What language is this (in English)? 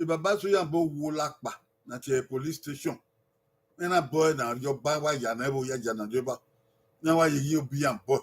Bini